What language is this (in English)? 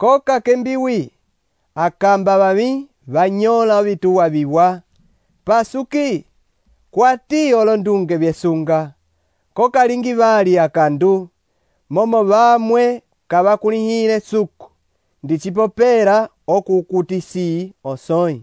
Umbundu